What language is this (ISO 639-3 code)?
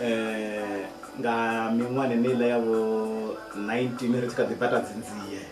ven